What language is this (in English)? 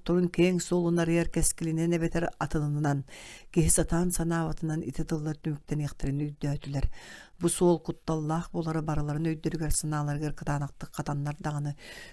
Yakut